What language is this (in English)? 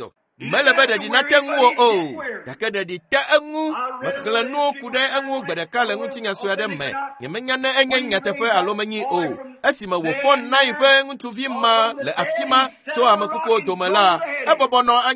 Ewe